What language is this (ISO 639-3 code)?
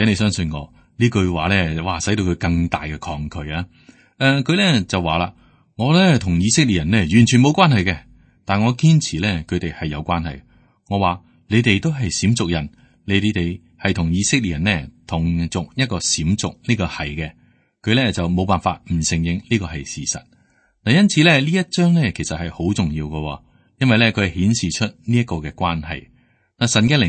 yue